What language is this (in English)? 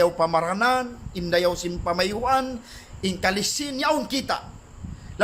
Tausug